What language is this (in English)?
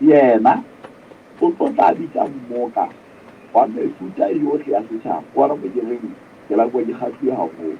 Southern Sotho